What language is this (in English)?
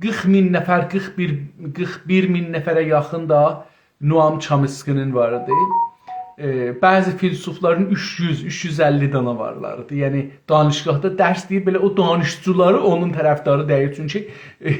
South Azerbaijani